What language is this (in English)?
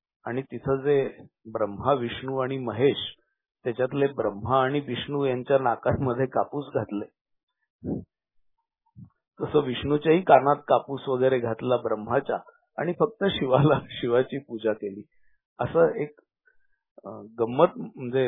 Marathi